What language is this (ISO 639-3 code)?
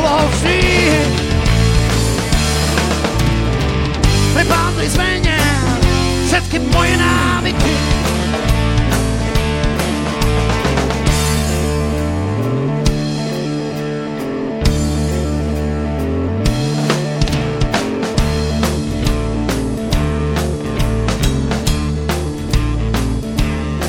slk